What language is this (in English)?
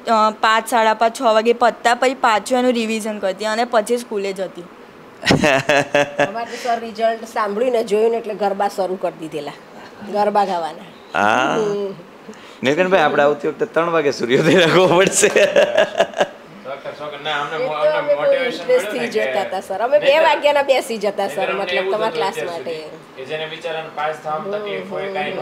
Gujarati